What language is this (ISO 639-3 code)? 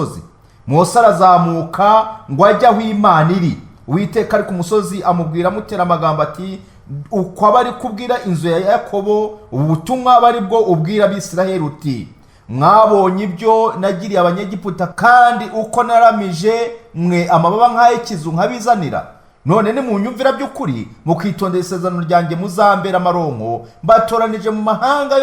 kin